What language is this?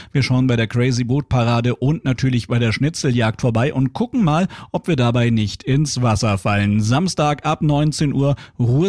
German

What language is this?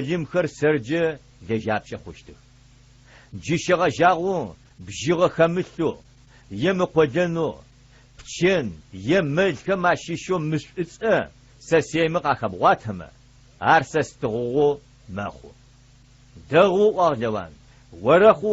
Adyghe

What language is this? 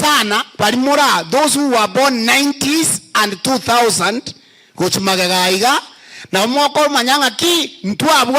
Gusii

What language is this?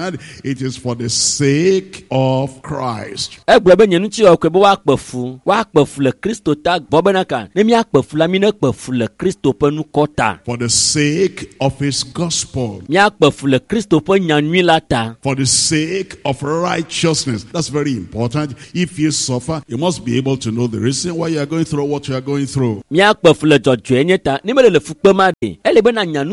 Ewe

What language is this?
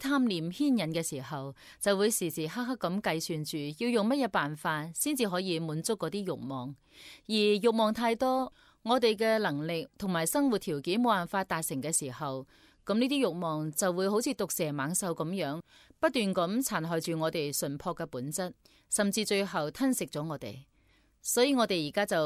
Cantonese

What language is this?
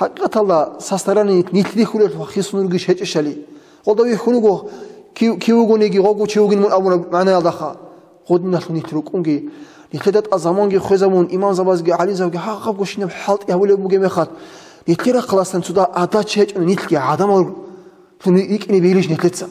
Avaric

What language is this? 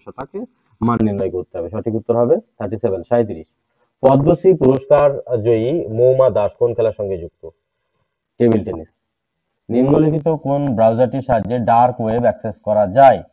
Bangla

